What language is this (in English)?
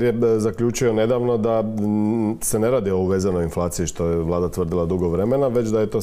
Croatian